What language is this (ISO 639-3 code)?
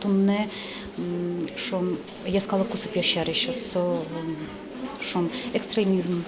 udm